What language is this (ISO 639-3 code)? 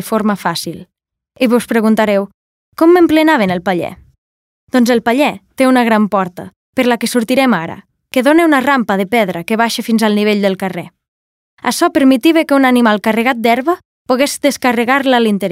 cat